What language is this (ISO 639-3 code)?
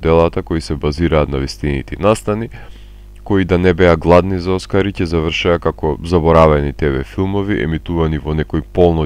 mkd